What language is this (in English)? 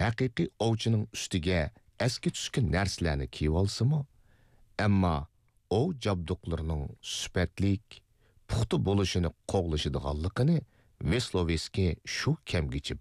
Uyghur